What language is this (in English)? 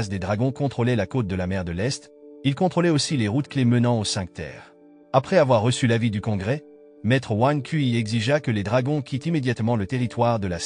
French